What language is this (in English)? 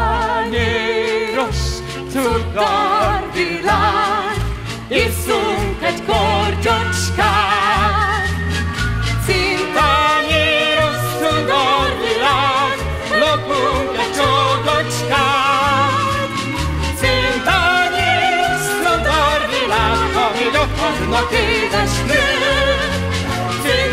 Hungarian